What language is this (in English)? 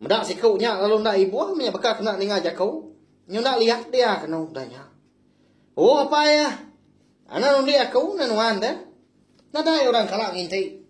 Iban